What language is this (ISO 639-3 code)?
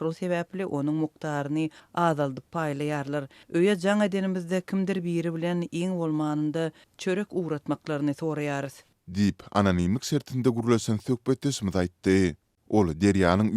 tuk